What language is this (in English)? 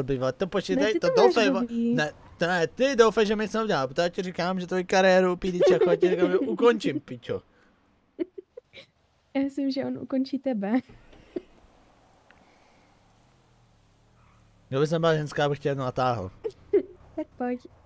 Czech